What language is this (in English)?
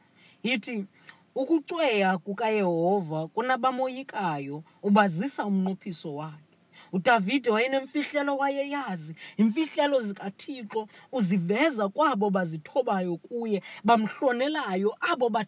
Xhosa